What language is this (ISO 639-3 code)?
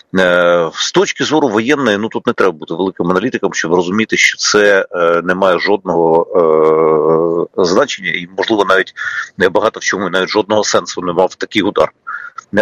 ukr